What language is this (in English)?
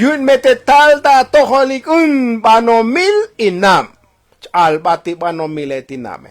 Tzotzil